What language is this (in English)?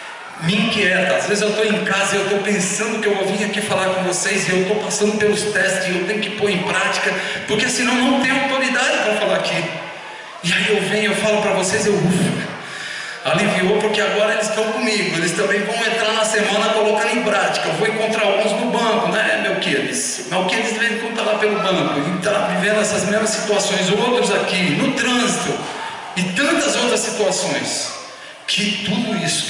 Portuguese